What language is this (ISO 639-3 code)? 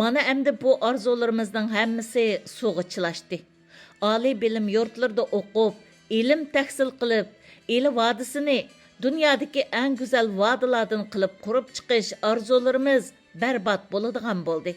uig